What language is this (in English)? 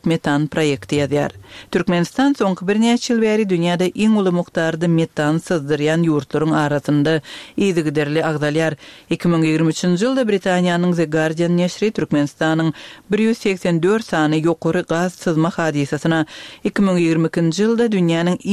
Turkmen